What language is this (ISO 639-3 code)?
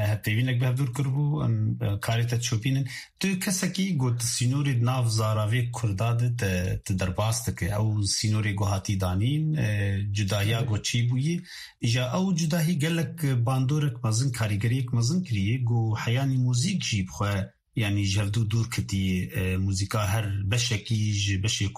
kur